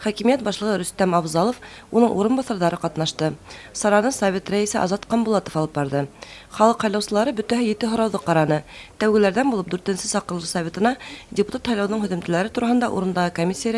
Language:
Bashkir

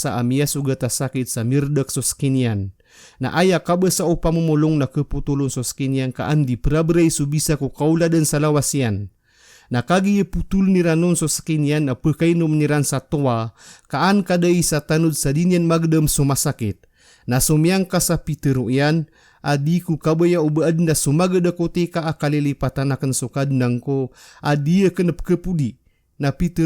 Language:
Maranao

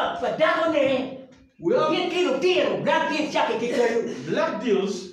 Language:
Acoli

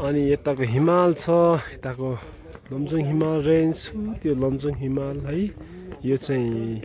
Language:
Nepali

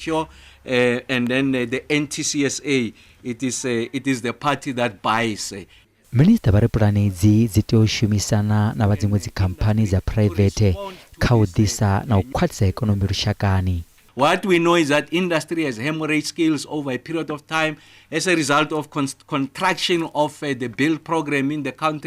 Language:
Venda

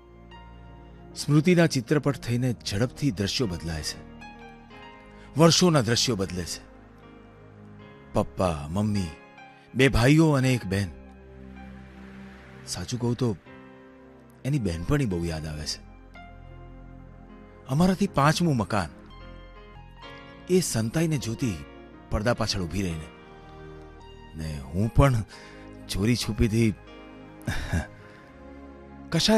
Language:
Gujarati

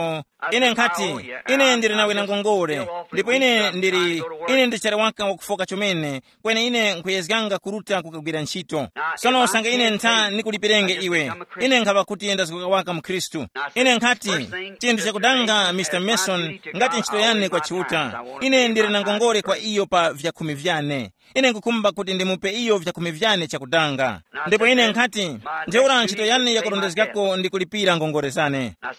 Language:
Tumbuka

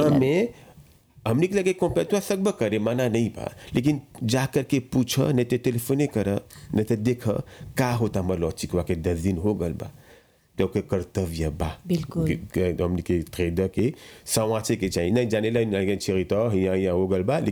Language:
Bhojpuri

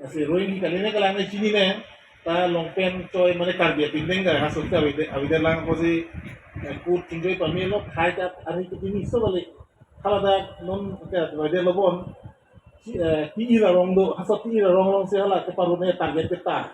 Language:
Karbi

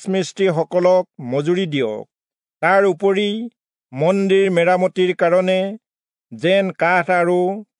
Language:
Assamese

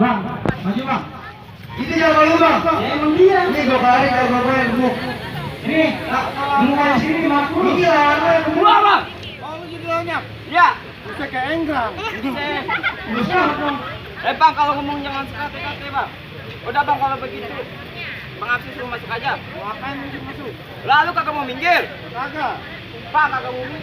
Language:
Betawi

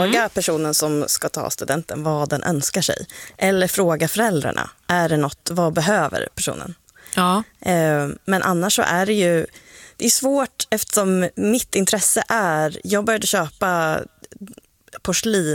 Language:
Swedish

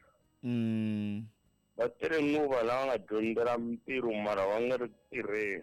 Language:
Tsonga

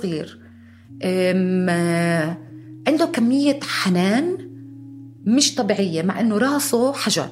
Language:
North Levantine Arabic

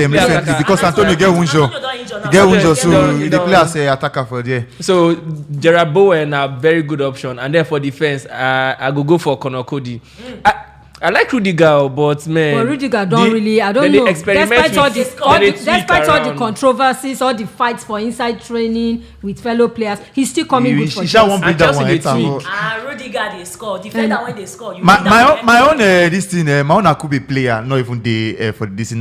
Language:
Nigerian Pidgin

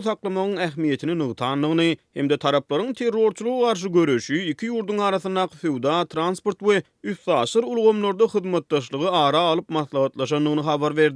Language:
Turkmen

